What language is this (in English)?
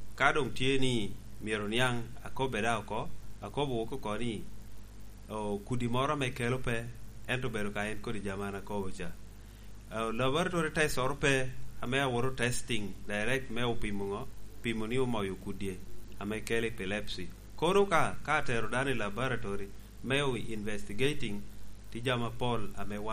Lango (Uganda)